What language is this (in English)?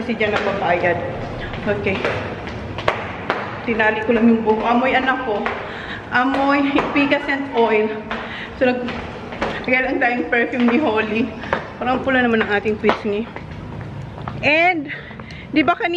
Filipino